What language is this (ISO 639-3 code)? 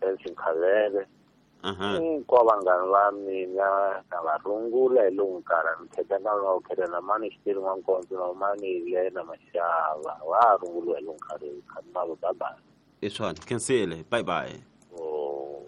tso